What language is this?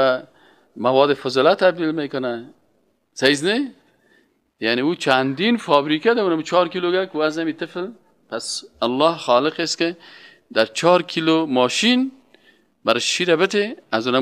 Persian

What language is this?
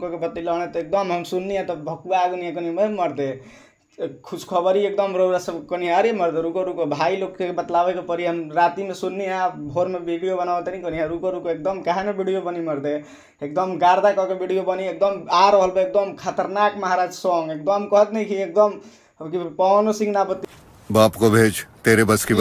Bhojpuri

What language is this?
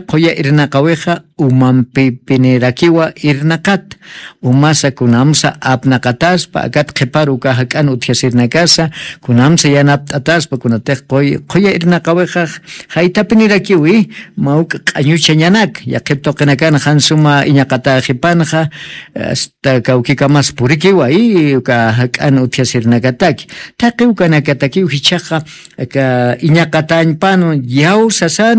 Aymara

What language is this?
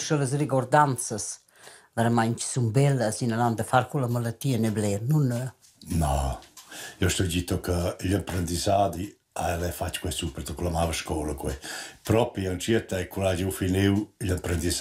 Romansh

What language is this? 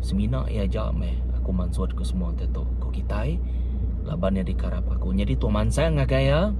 Iban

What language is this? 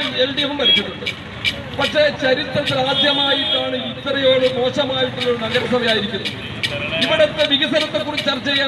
Malayalam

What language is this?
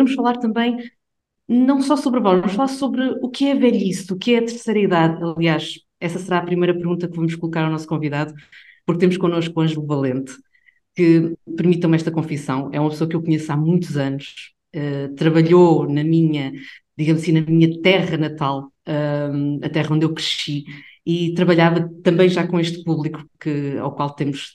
Portuguese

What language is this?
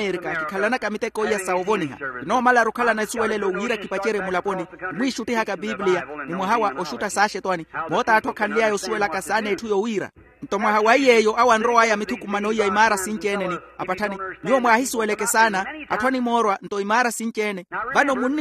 Makhuwa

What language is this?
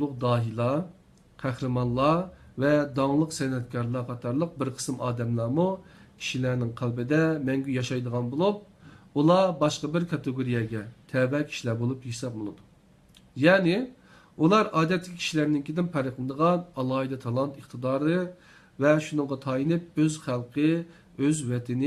Uyghur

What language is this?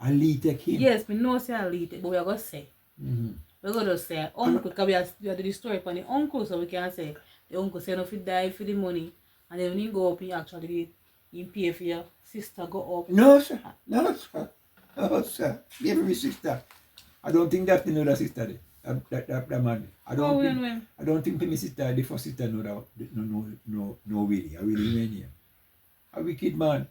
Jamaican Creole English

